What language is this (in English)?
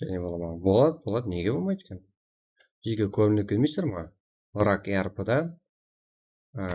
Kara-Kalpak